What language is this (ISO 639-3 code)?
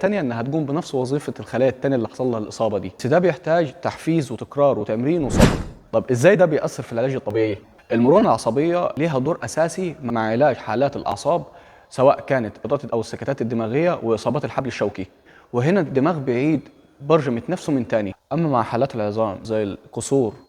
arz